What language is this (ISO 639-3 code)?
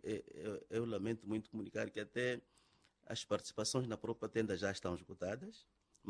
por